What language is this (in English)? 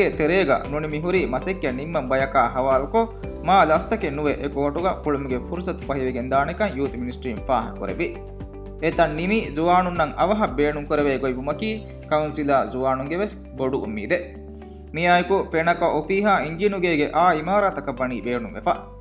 Divehi